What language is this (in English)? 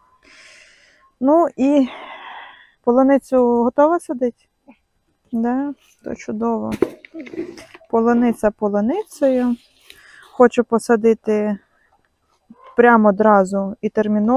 Ukrainian